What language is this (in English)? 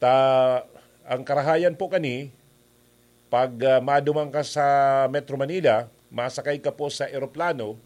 Bikol